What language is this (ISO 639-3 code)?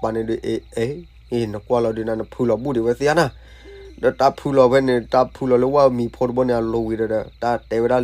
ksw